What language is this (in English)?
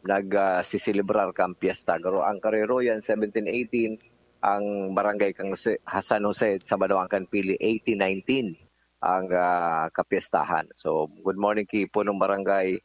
Bikol